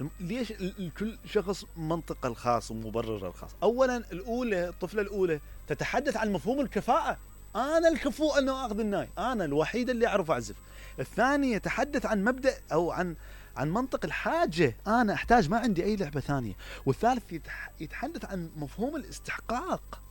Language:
Mesopotamian Arabic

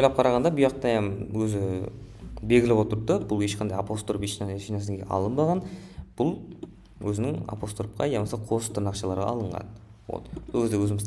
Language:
Kara-Kalpak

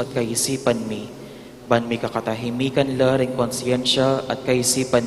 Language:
Pampanga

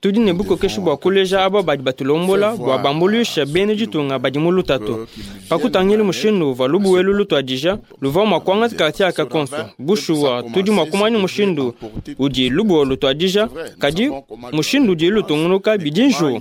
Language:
Luba-Lulua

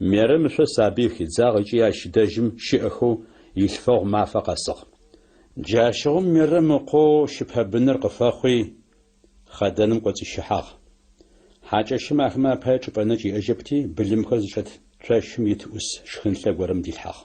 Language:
Adyghe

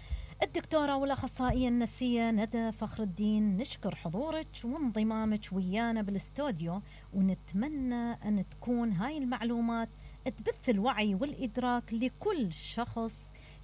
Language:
Mesopotamian Arabic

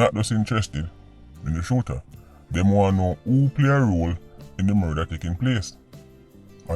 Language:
Jamaican Creole English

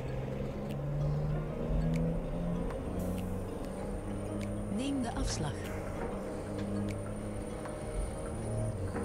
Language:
Dutch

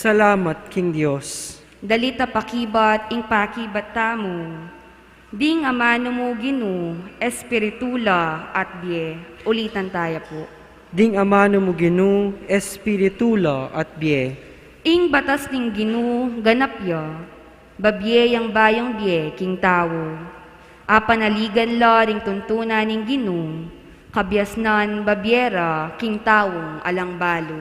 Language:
Pampanga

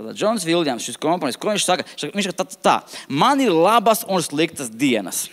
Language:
Latvian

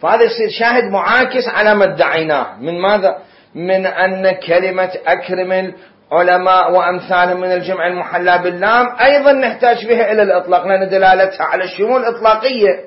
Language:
Mesopotamian Arabic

